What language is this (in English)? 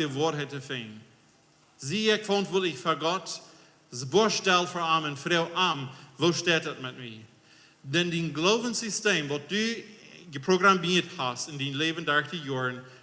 Plautdietsch